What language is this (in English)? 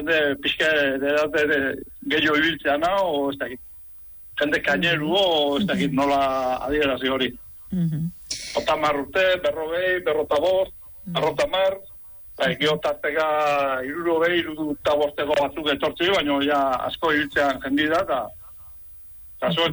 Basque